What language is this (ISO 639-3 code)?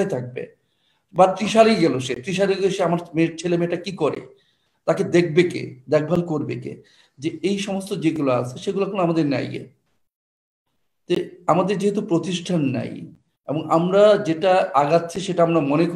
ben